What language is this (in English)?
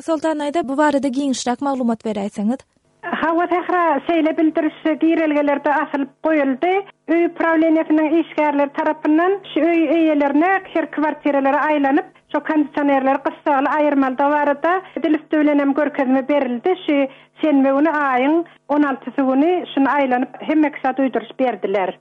Turkmen